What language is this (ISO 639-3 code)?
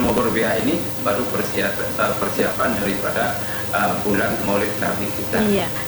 ind